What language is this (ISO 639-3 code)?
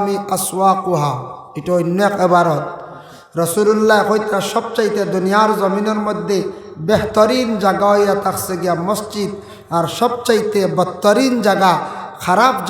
syl